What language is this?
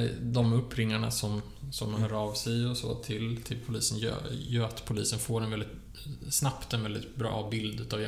Swedish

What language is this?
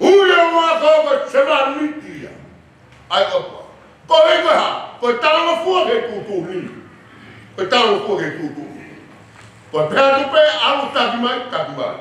Tongan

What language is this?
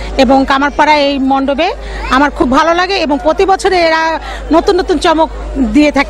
Bangla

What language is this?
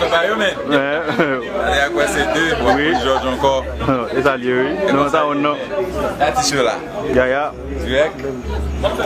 Haitian Creole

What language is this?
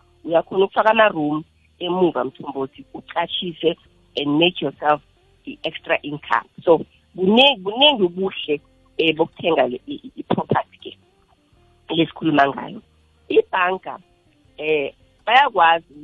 South Ndebele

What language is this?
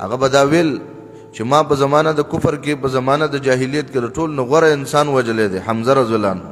Pashto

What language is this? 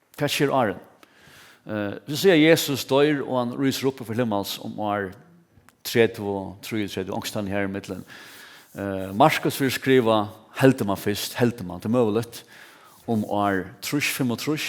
Faroese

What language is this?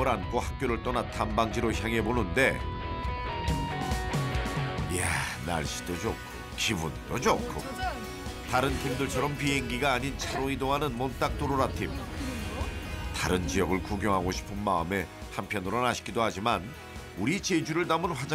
Korean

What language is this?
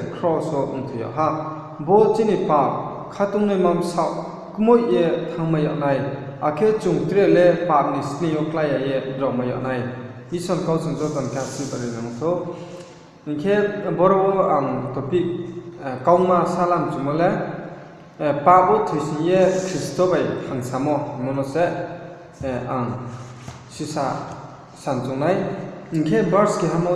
Riang (India)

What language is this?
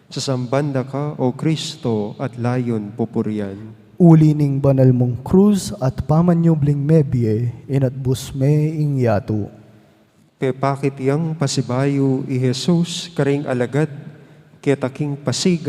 Pampanga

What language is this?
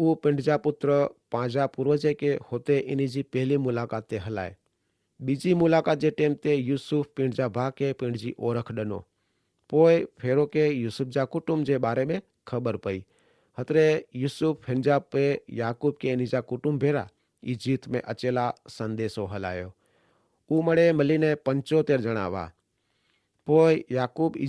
Kachhi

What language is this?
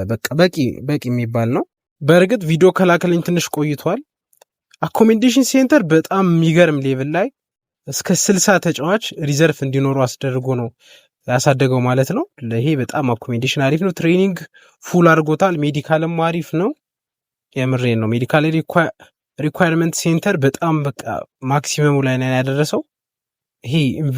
Amharic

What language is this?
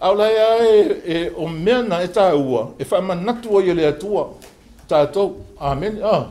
Samoan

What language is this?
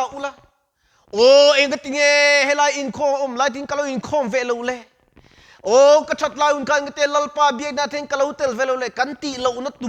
Mizo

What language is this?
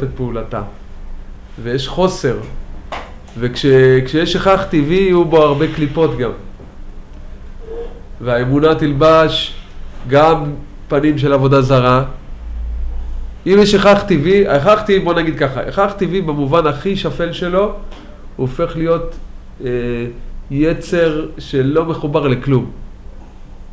Hebrew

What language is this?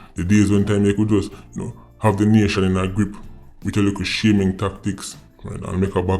Jamaican Creole English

